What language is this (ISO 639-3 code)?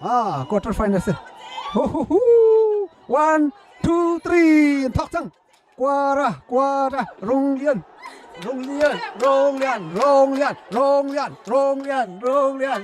cnh